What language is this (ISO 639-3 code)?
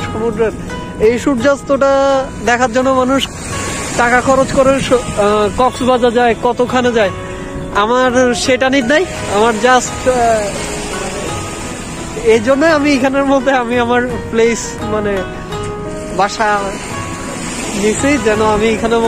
ben